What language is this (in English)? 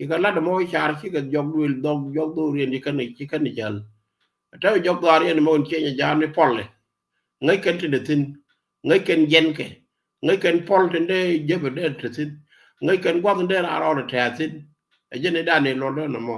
Nuer